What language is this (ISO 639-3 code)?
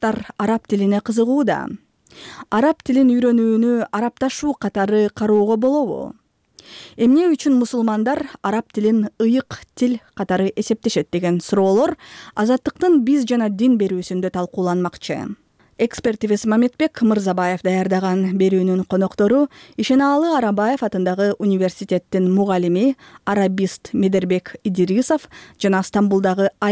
kir